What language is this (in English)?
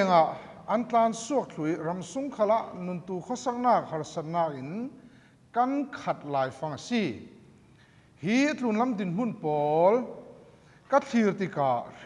Falam Chin